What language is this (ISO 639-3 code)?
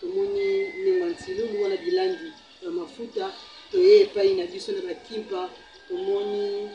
lin